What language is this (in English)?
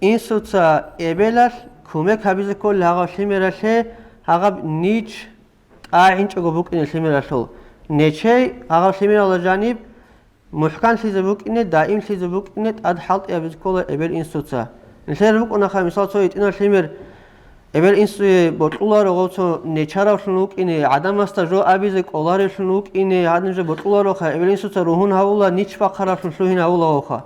Avaric